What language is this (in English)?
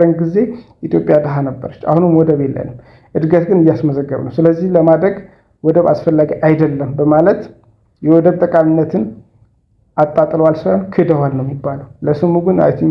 Amharic